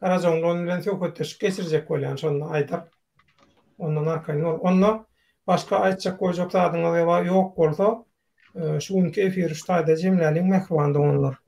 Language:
Turkmen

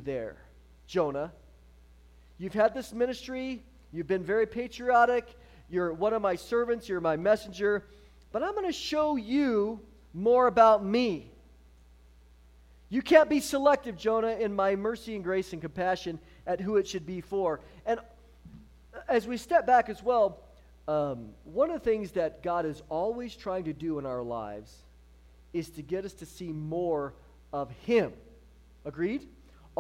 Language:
English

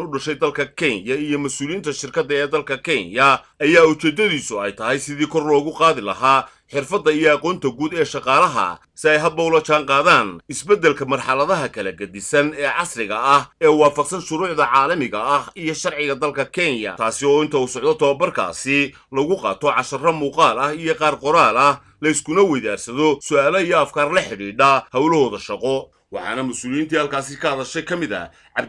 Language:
Somali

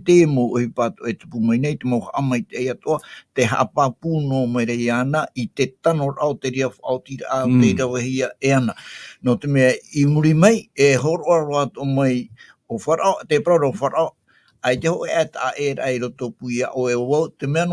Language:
Tahitian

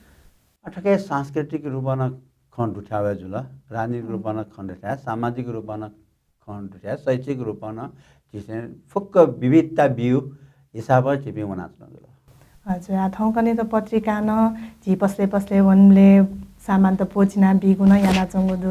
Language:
Newari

